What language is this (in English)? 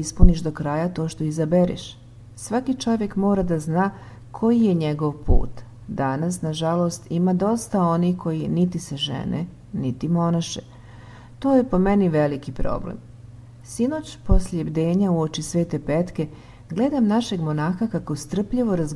Serbian